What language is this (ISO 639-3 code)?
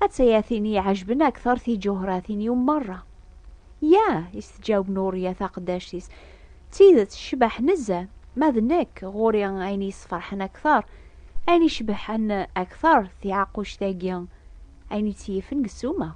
kab